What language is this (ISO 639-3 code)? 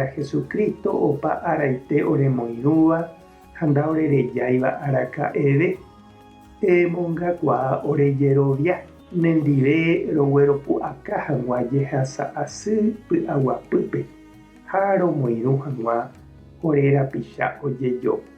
grn